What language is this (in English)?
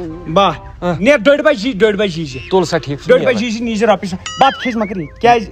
Kashmiri